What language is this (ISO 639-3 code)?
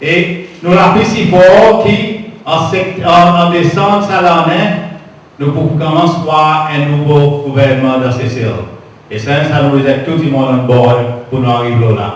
crs